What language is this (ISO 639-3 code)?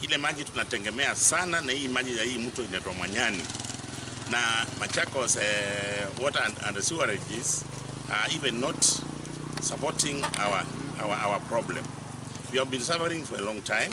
kam